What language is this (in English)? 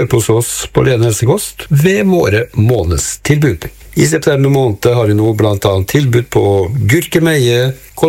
Norwegian